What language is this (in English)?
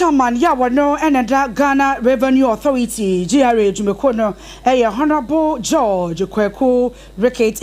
Akan